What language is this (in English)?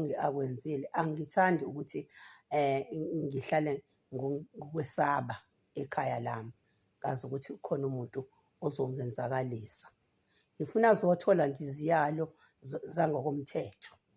Zulu